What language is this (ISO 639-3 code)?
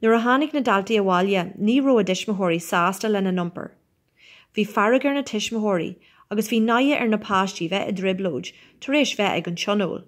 gle